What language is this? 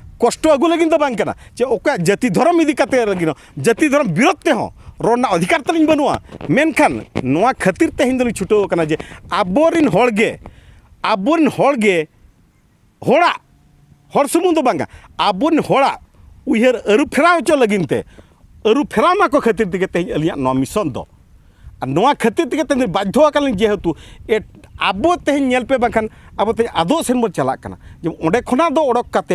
Santali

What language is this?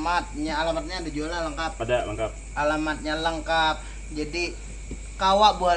Banjar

